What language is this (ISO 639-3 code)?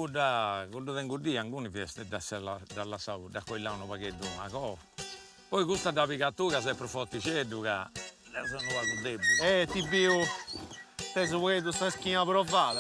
srd